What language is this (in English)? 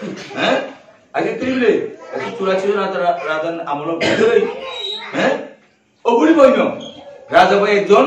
Riang (India)